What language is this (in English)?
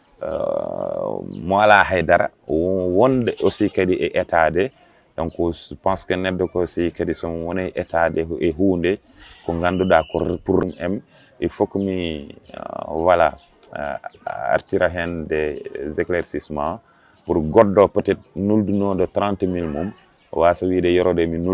Fula